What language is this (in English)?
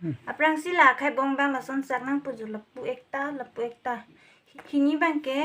Karbi